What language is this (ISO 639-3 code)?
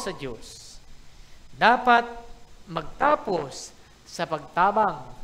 bik